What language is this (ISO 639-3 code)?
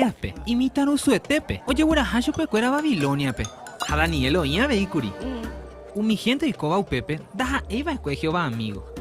grn